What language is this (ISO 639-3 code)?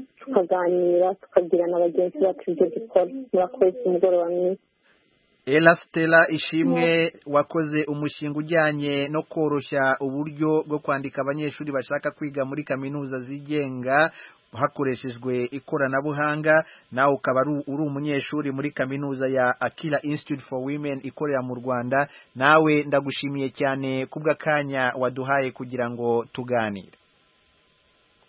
kin